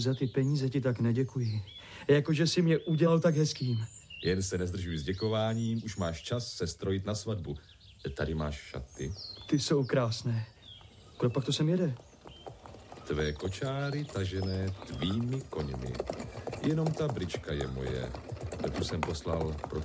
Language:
Czech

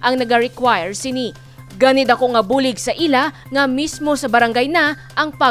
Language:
Hiligaynon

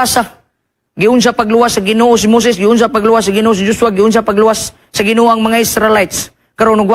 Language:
Cebuano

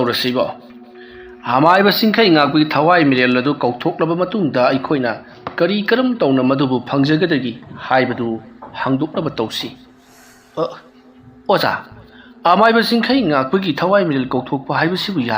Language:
Manipuri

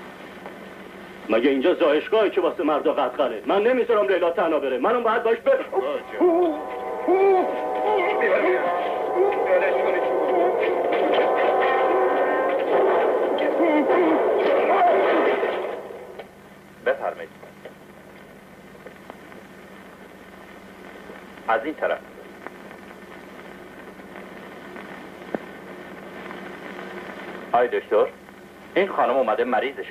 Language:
Persian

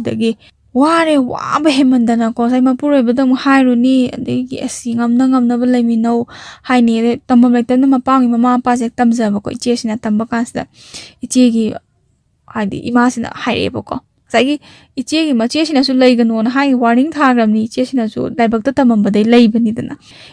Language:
Manipuri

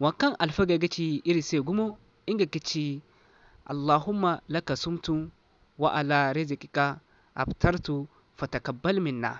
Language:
Zarma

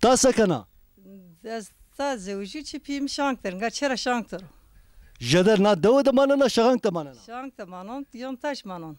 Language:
Zaza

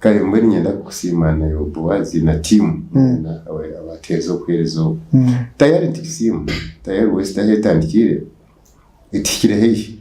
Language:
Nyankole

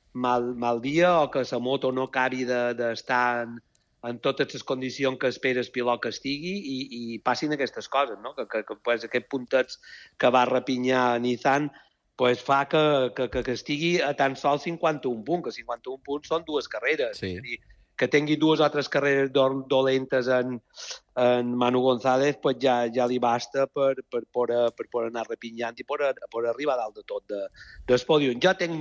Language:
Catalan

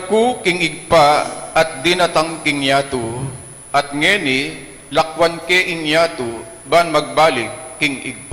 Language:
Pampanga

